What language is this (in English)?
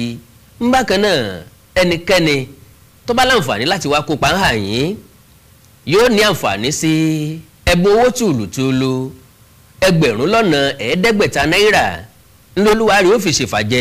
Yoruba